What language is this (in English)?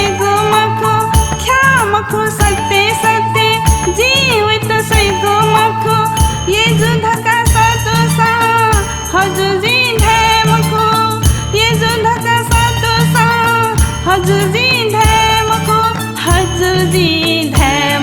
Newari